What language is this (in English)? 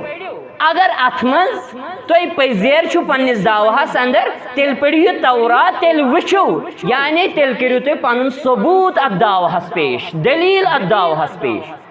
Kashmiri